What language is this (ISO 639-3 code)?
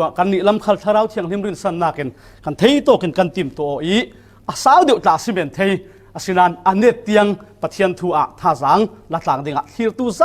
cfm